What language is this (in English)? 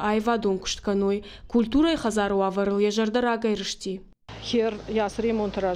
Ossetic